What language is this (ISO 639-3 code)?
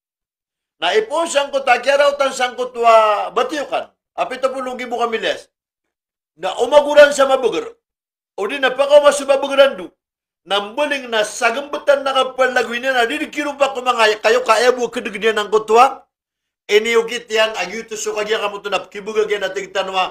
mrw